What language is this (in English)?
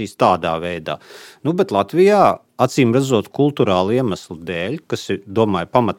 Latvian